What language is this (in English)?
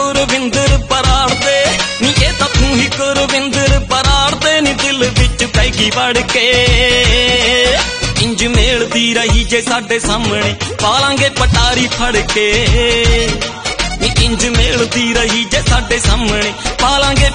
Punjabi